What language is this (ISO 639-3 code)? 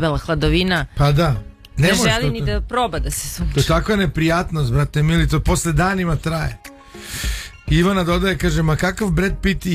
srp